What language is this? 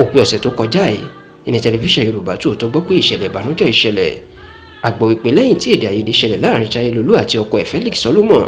Yoruba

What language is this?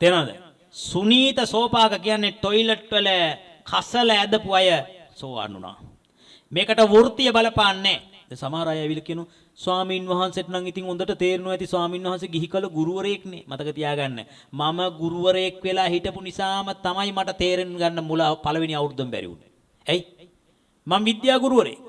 Sinhala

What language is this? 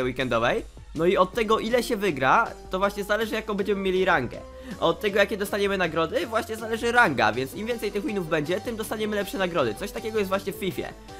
Polish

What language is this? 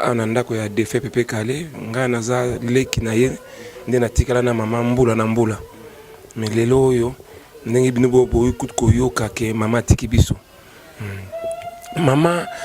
Lingala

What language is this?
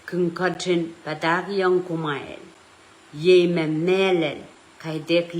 Pohnpeian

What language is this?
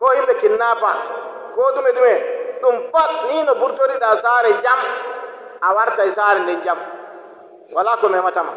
Nigerian Fulfulde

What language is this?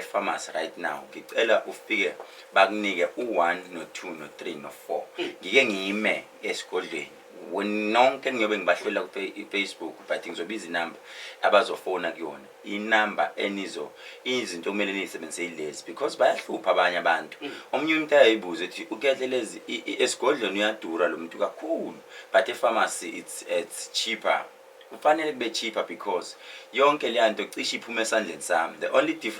Zulu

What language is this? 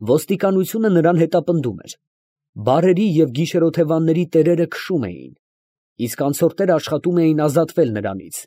Armenian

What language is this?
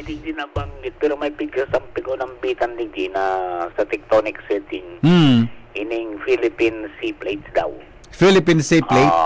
Bikol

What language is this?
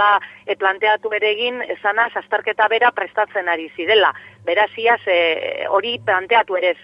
Basque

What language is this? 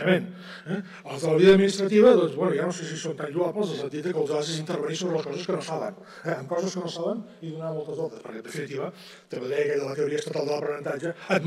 Catalan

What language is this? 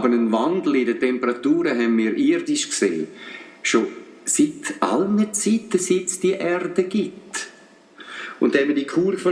Swiss German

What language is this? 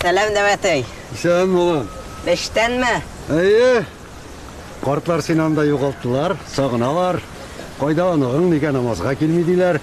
Tatar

